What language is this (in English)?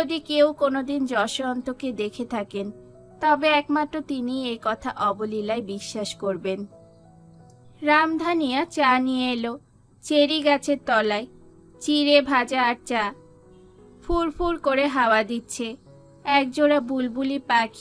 Bangla